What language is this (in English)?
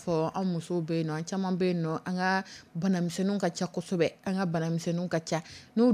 Dyula